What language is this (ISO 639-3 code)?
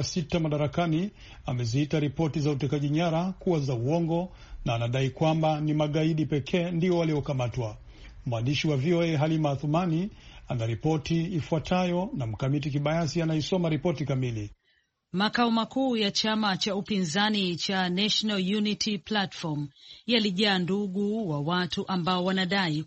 swa